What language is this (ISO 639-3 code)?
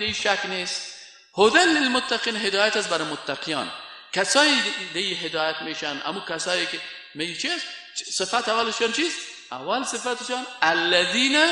fas